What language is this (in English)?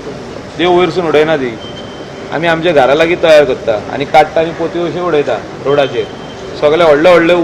Konkani